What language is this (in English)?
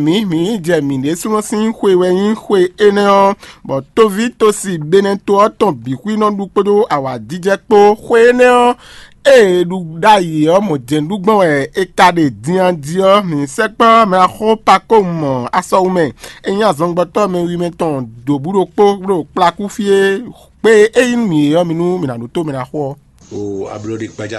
Fon